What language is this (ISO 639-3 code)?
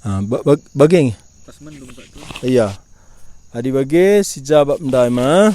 btx